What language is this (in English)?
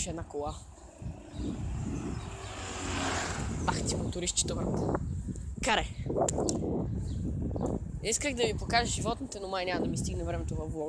Bulgarian